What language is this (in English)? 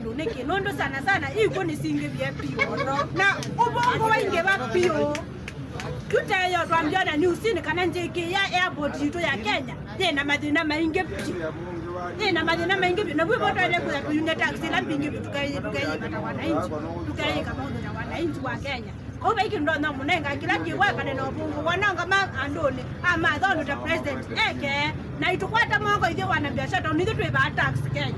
Kamba